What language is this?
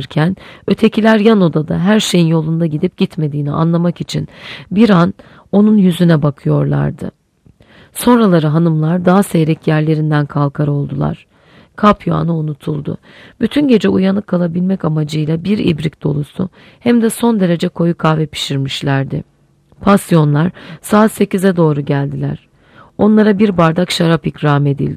Turkish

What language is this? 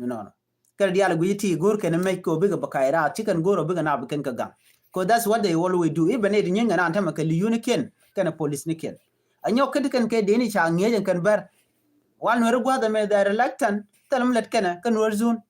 Nuer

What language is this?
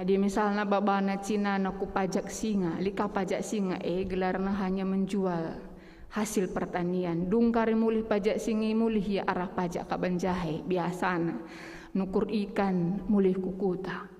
Batak Karo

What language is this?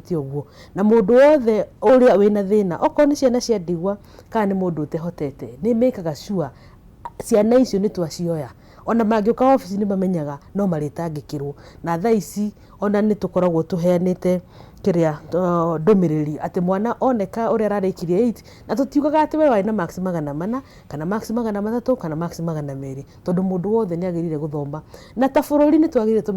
Kikuyu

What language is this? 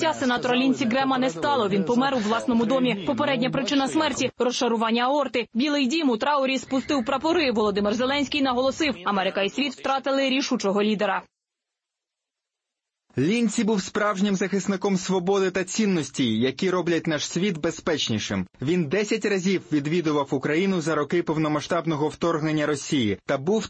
Ukrainian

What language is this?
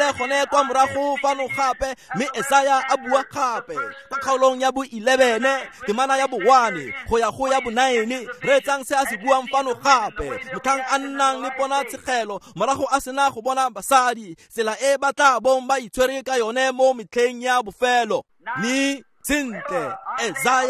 Tswana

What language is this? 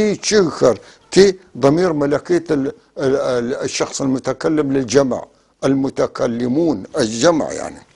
North Levantine Arabic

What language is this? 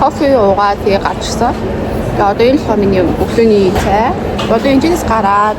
Mongolian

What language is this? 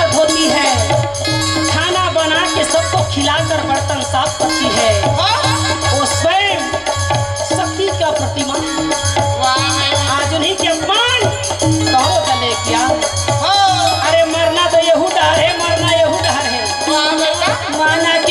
Chhattisgarhi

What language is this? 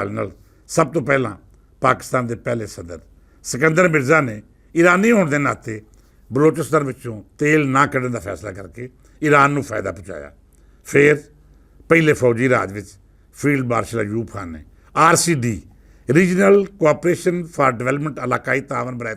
Western Panjabi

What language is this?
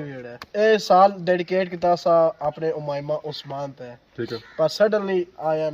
Pahari-Potwari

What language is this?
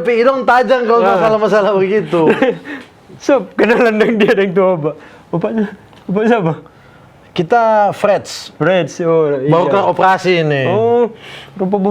Manado Malay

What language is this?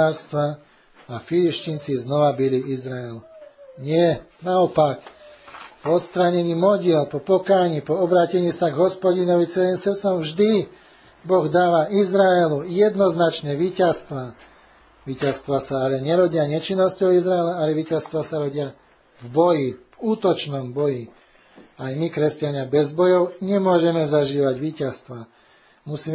Slovak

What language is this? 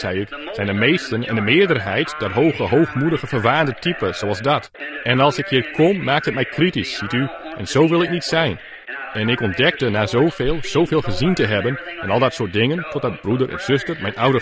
Dutch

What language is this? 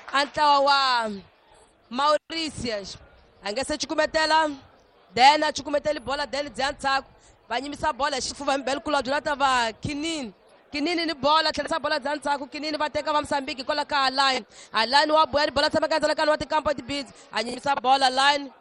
Tsonga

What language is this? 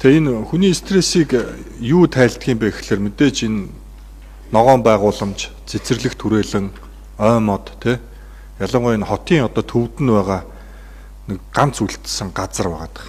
Mongolian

